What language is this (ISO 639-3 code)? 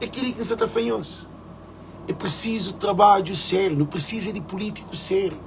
kea